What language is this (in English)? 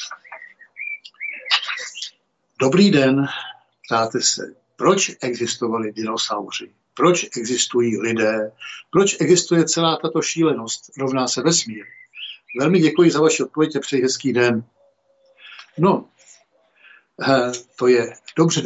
Czech